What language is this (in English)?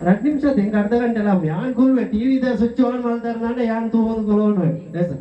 Tulu